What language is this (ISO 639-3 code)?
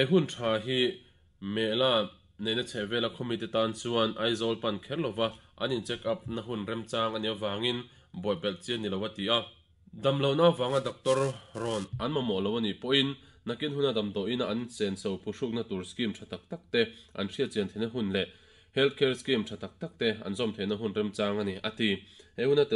lus